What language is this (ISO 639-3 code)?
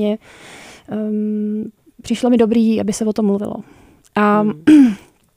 ces